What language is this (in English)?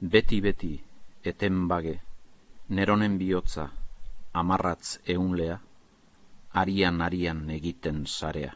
Basque